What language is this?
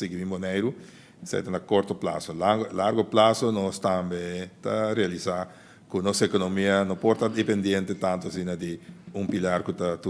Papiamento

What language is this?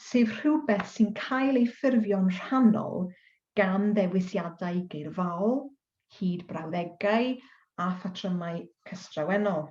Welsh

